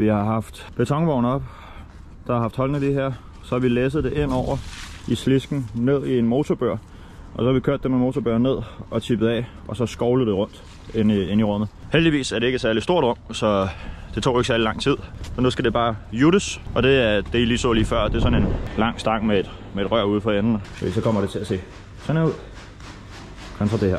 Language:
Danish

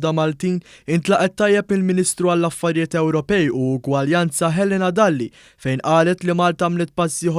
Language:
Maltese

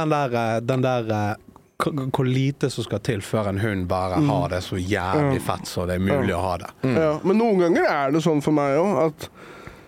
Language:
Norwegian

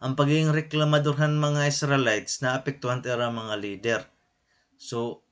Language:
Waray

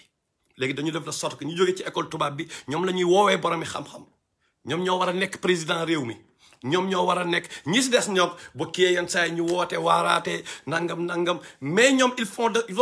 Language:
Wolof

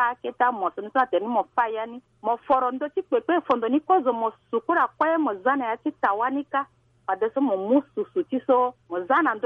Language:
Sango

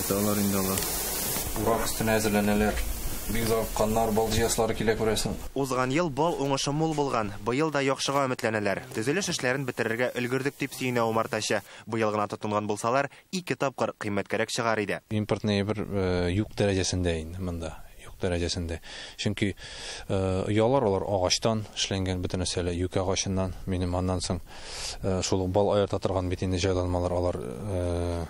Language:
Tatar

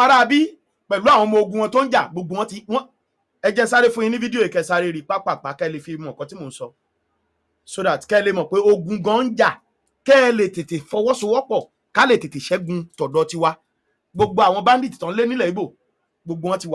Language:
Yoruba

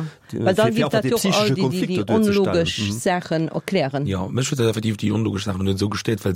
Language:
Luxembourgish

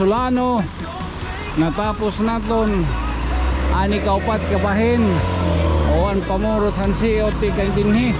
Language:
Waray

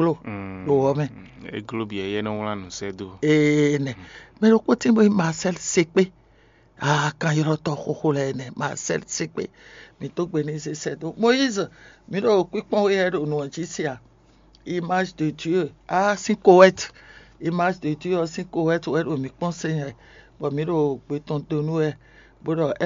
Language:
Fon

